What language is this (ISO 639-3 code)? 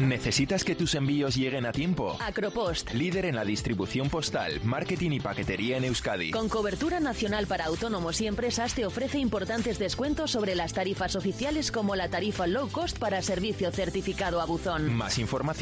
spa